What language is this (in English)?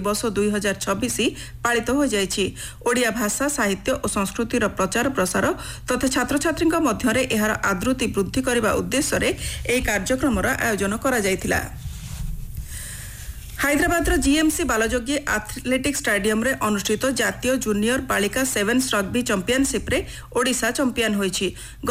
Odia